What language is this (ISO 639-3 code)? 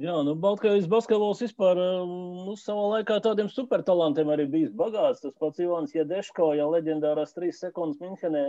lav